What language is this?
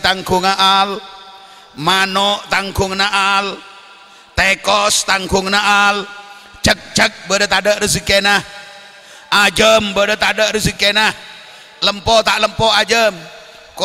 Madurese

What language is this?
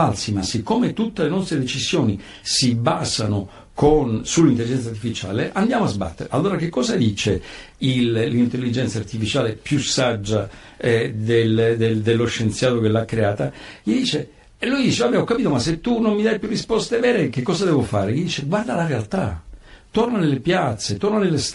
Italian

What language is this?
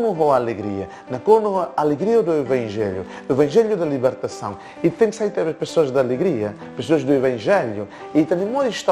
Tetum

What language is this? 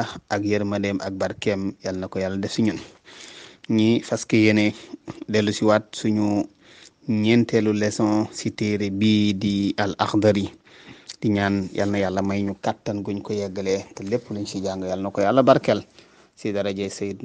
Wolof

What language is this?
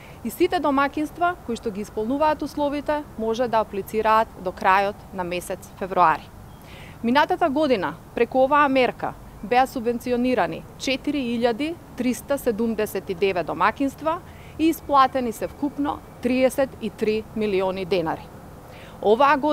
Macedonian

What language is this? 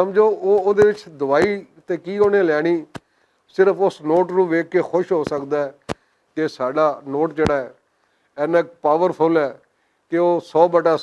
Western Panjabi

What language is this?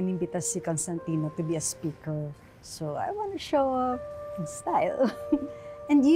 Filipino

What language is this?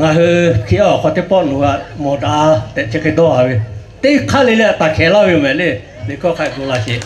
Lahu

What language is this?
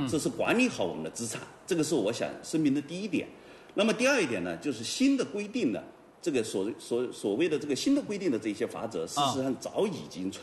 Chinese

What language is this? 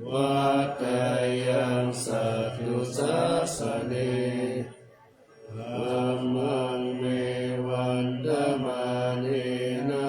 Pali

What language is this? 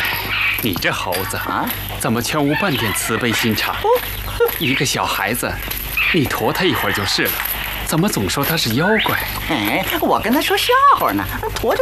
Chinese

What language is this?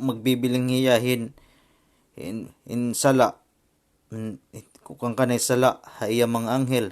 Waray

